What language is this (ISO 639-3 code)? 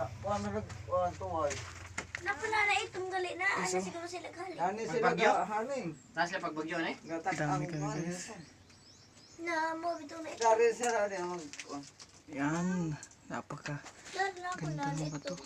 ceb